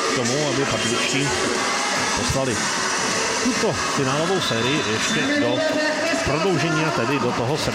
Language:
Czech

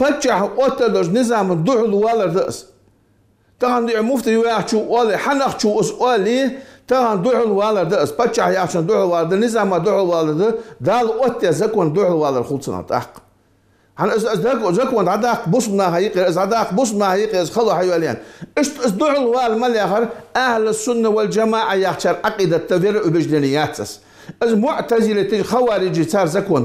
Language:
Ingush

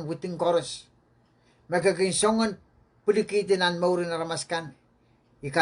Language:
Pohnpeian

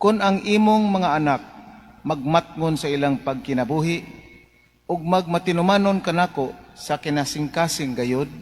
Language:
Cebuano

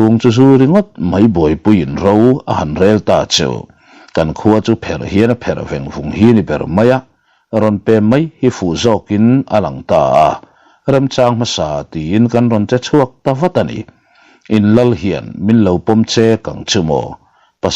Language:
Mizo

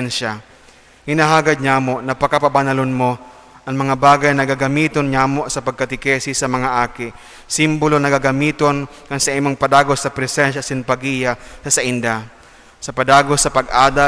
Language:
Bikol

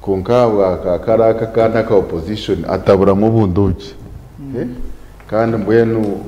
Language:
Nyankole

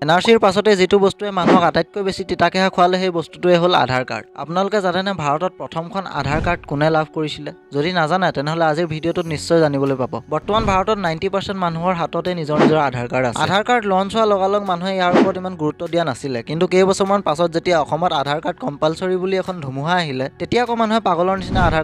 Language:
Assamese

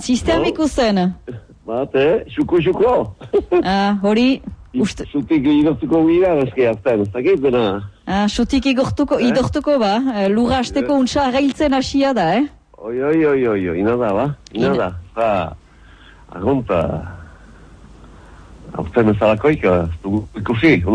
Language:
Basque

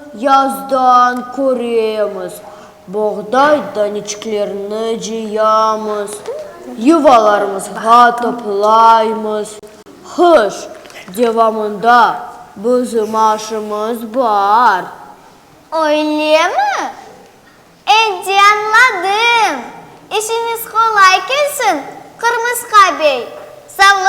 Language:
Crimean Tatar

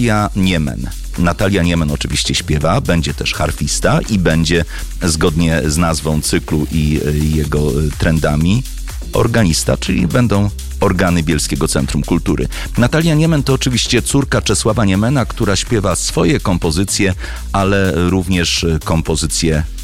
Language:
Polish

